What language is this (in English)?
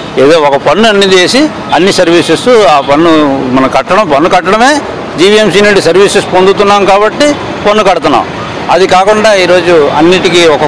Telugu